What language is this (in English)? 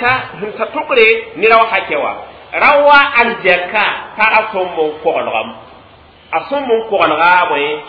Mossi